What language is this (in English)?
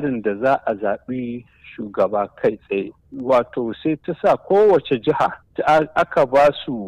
Hausa